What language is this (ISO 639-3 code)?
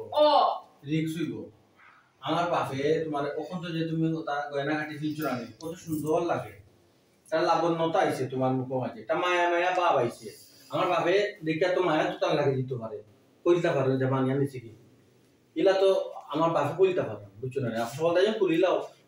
syl